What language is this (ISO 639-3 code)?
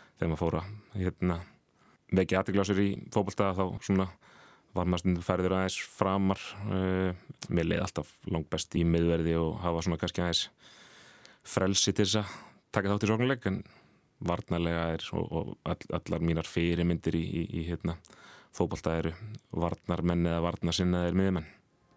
isl